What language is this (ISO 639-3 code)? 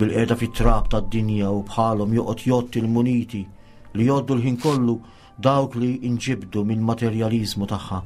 mlt